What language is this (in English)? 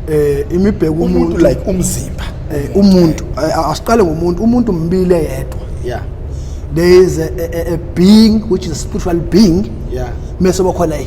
Zulu